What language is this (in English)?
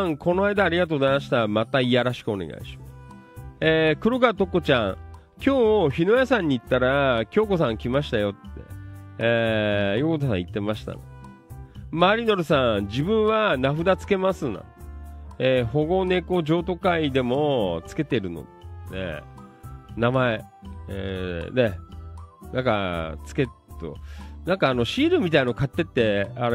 Japanese